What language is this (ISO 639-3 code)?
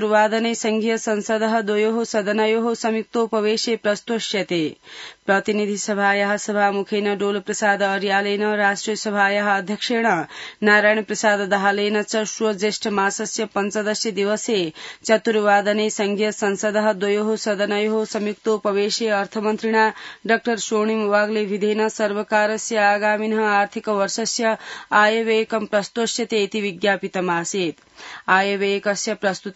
san